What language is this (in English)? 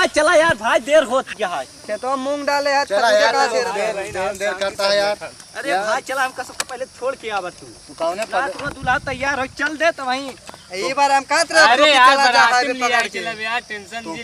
Awadhi